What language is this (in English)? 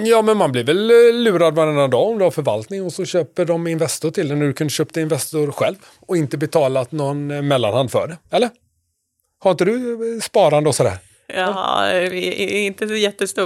Swedish